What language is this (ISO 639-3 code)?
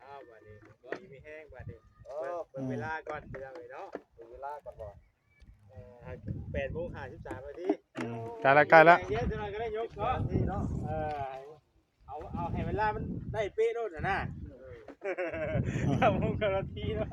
tts